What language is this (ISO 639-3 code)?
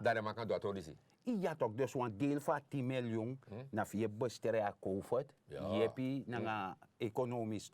srn